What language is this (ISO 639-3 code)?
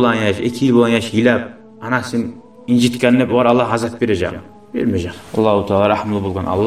kum